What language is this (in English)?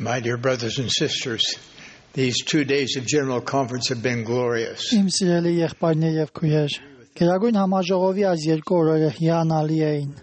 Armenian